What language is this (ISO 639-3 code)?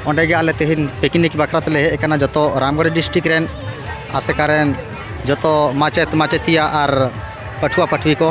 sat